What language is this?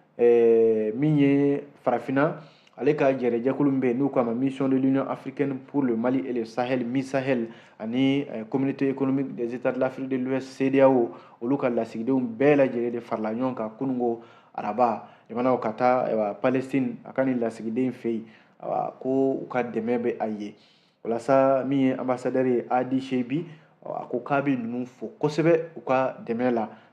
Bambara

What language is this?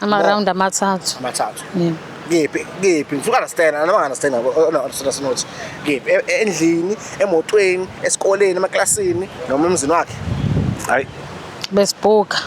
Zulu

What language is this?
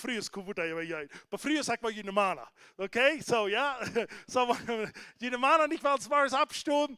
Plautdietsch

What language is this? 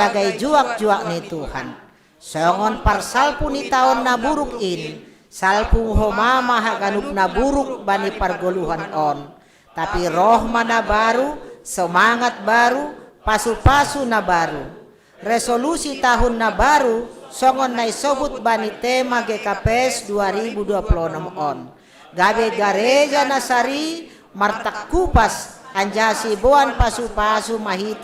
Batak Simalungun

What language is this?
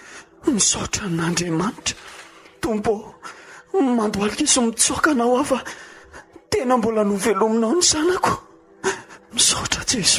Malagasy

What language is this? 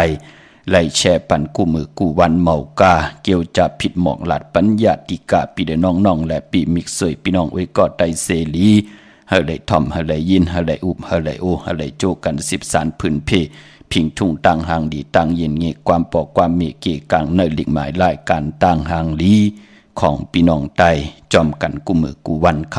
Shan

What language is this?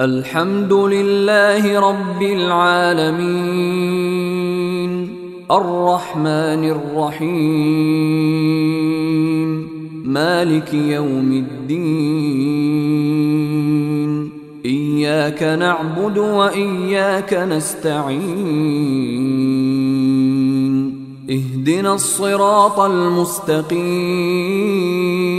Arabic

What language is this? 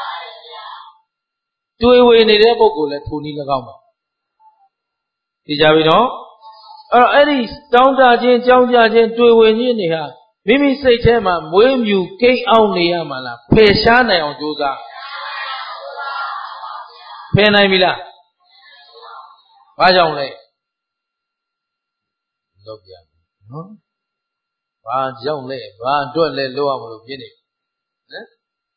Burmese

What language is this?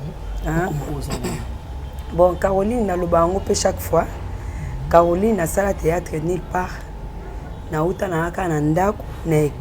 Lingala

